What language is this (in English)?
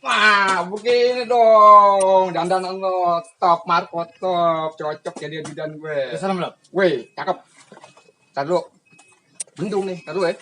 Betawi